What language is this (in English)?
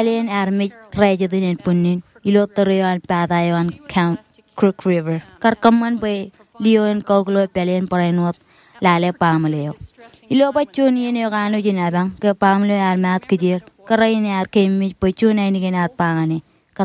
Marshallese